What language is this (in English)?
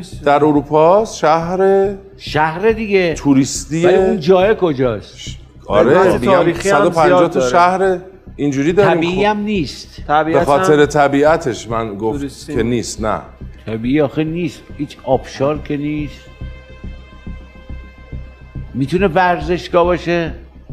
Persian